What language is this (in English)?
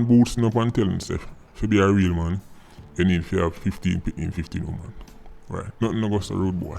Jamaican Creole English